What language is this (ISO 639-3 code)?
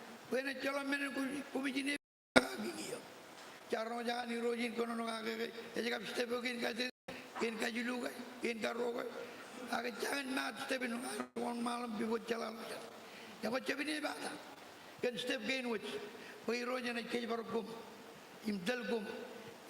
mah